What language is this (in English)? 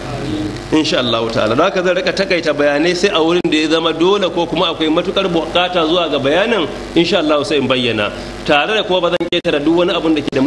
Hausa